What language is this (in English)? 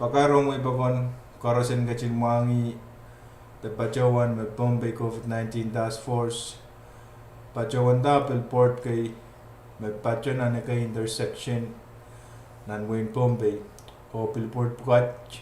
Pohnpeian